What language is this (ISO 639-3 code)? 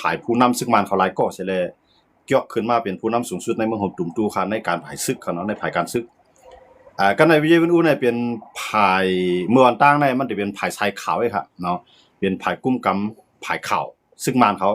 shn